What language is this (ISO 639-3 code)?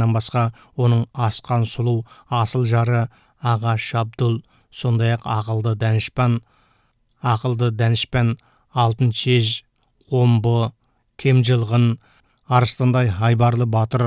kaz